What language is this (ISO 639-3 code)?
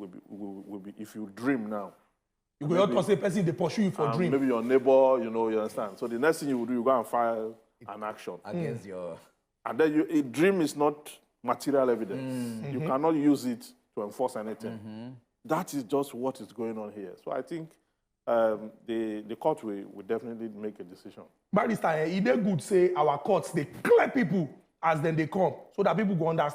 pcm